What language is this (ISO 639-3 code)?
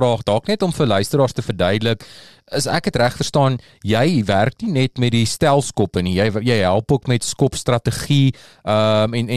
afr